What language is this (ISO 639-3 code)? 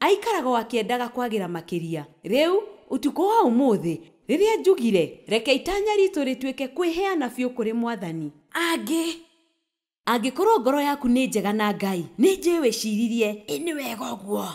kik